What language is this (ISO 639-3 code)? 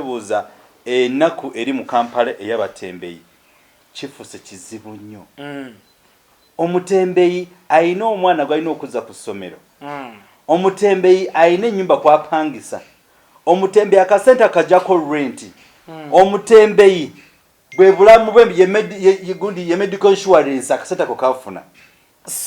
lug